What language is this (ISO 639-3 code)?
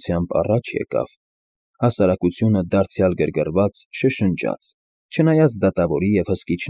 hye